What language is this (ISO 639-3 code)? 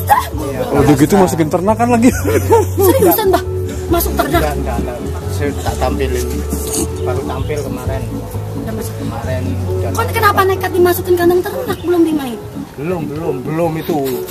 ind